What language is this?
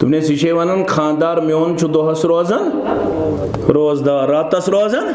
Kashmiri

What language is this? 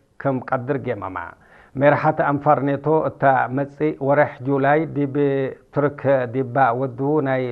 Tigrinya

